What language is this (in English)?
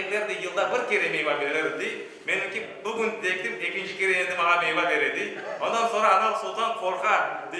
Crimean Tatar